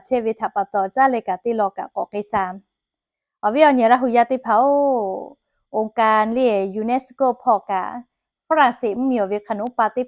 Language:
Lahu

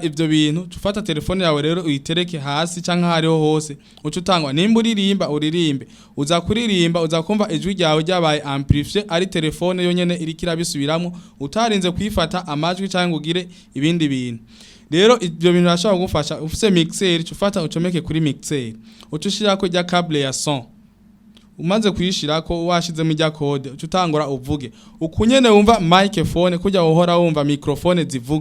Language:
Rundi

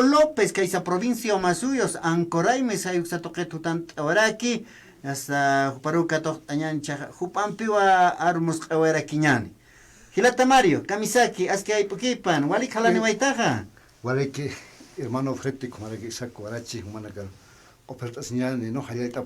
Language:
Aymara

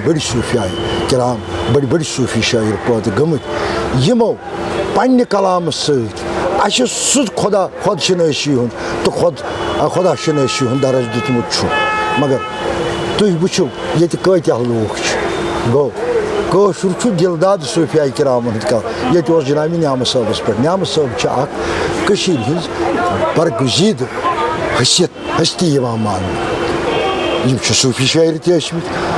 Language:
Kashmiri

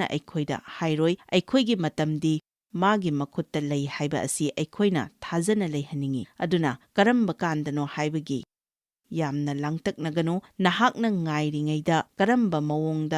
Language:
Manipuri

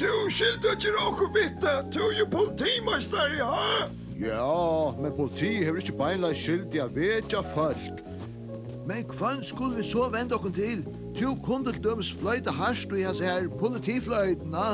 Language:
Faroese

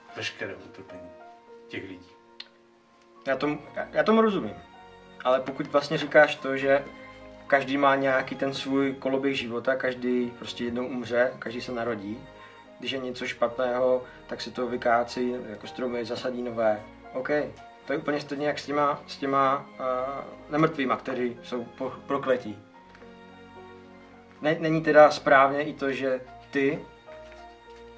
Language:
Czech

